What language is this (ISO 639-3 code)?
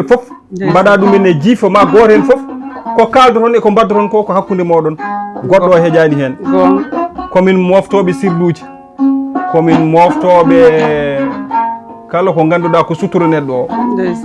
ful